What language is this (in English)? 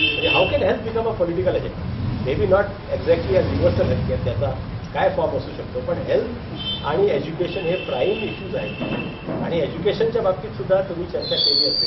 Marathi